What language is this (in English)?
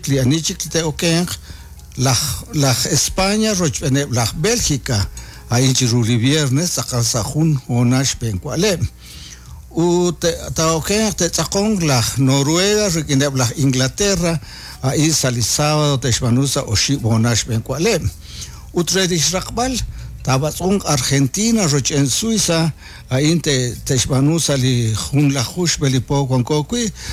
Kekchí